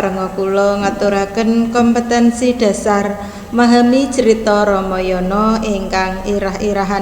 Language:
Javanese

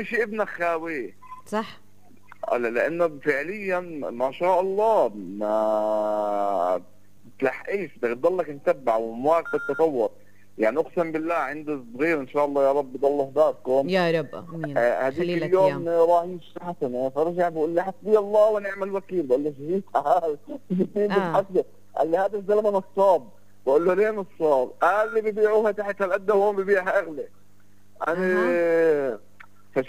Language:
South Levantine Arabic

